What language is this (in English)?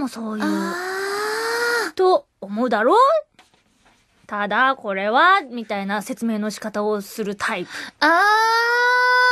Japanese